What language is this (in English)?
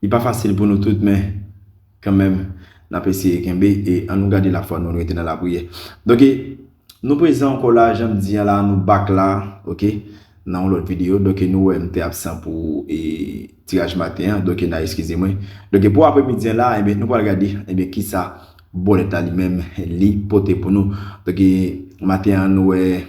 Haitian Creole